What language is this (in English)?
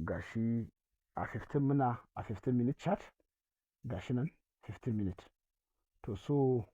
Hausa